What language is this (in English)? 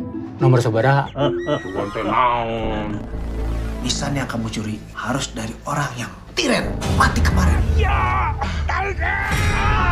Sundanese